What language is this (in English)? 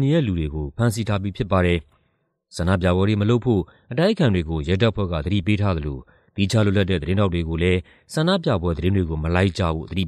Burmese